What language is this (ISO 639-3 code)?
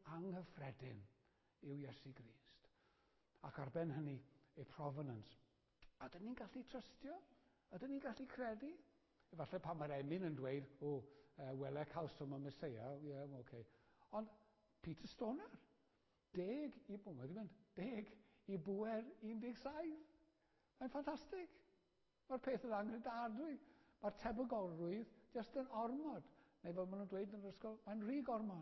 cym